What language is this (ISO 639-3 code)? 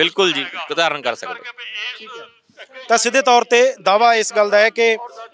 pan